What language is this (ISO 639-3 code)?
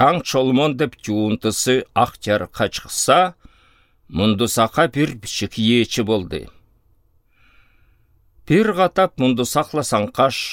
alt